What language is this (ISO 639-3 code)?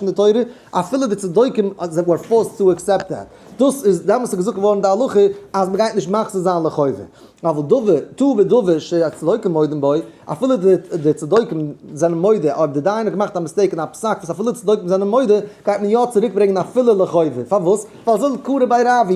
yid